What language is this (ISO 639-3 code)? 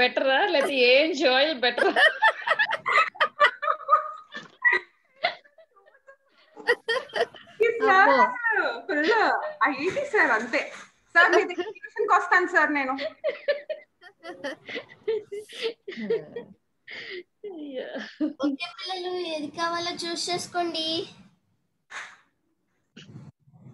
tel